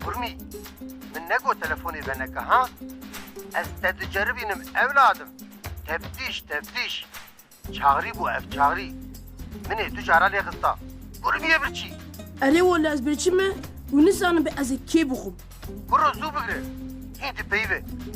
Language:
Kurdish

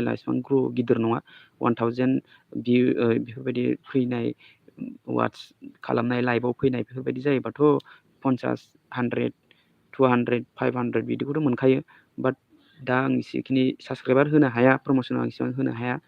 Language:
Bodo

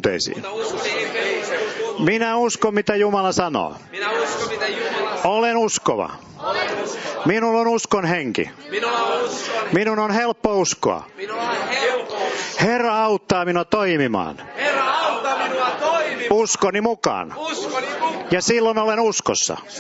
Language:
Finnish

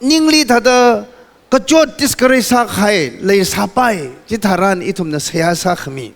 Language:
Tangkhul Naga (India)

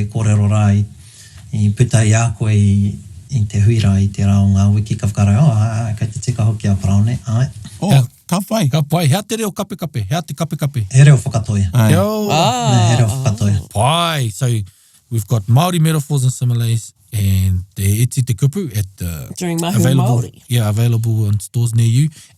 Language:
Māori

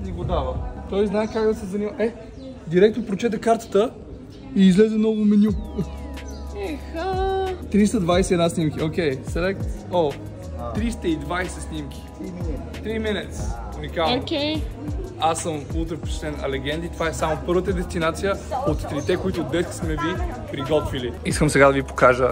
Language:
Bulgarian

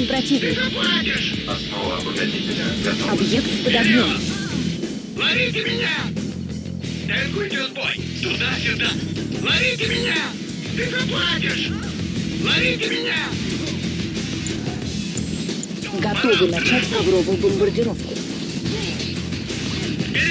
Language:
Russian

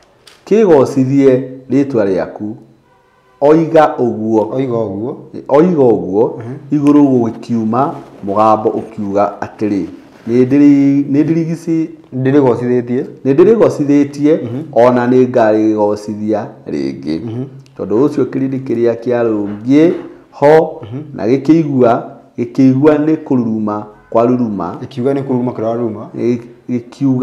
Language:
Kikuyu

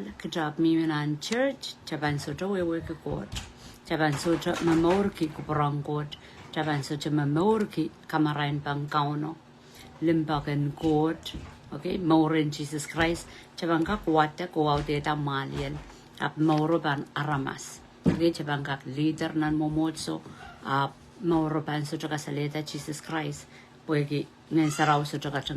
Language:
Pohnpeian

